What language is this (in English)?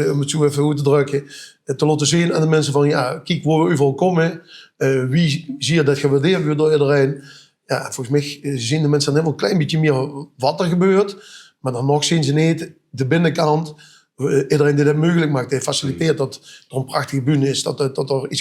Limburgish